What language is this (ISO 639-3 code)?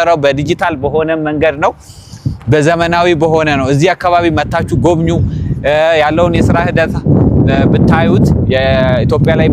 amh